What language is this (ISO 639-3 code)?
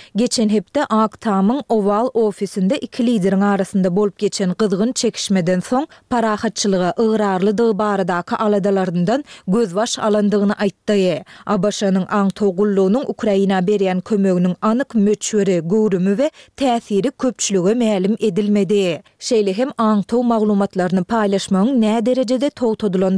tuk